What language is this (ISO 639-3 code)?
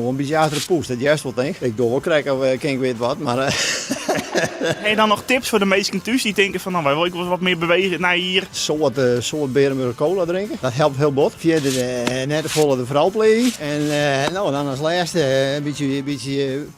fry